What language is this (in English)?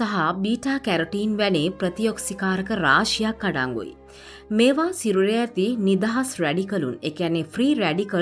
Sinhala